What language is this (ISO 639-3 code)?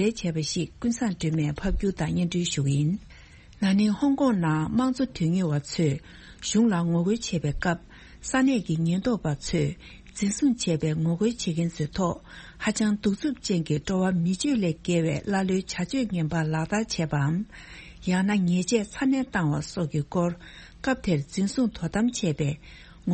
bod